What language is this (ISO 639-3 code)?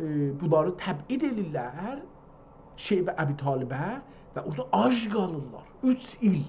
azb